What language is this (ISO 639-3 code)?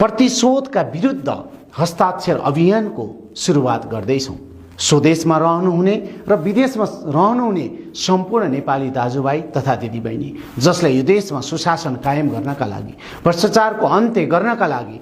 nep